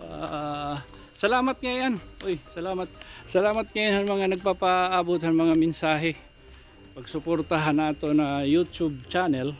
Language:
Waray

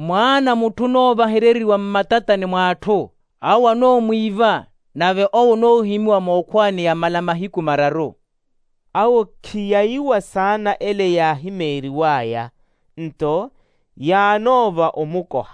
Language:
Makhuwa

